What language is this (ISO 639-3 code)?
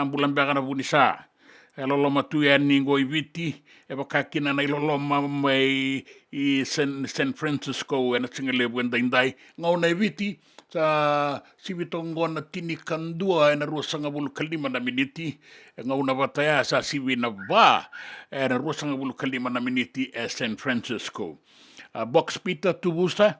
fij